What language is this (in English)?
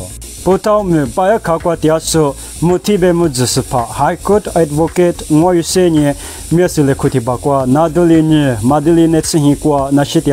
Lisu